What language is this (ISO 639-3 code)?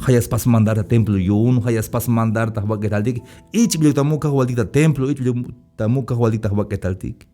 tzh